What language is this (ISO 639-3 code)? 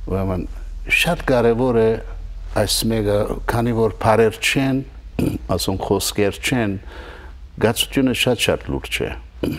hyw